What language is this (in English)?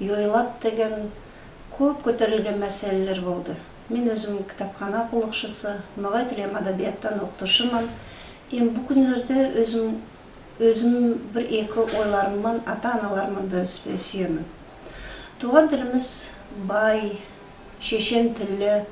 Nogai